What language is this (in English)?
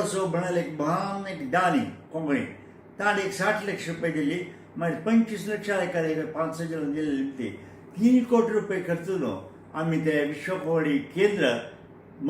Konkani